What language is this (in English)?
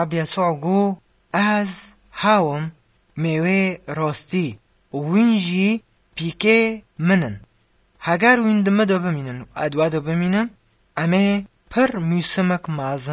Kurdish